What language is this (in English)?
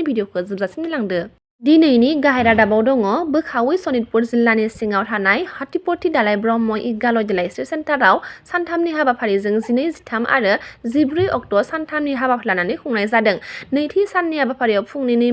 Bodo